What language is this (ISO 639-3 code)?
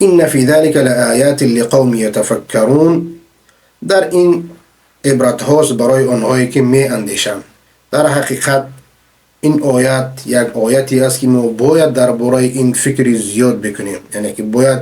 fas